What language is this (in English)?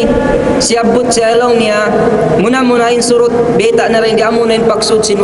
Tausug